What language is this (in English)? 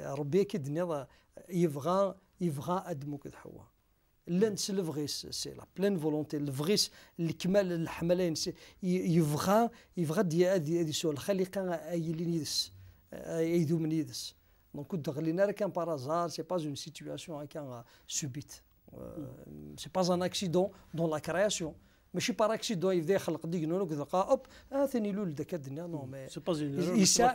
Kabyle